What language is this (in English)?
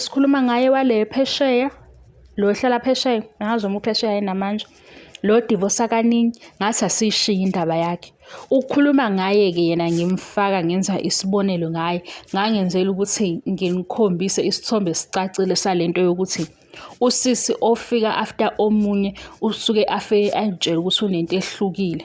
Zulu